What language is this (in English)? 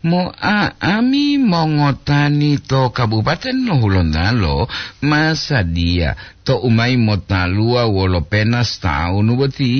Gorontalo